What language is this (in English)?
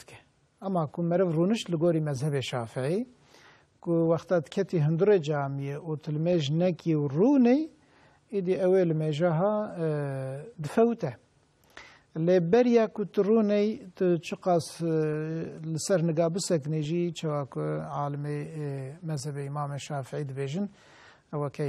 Kurdish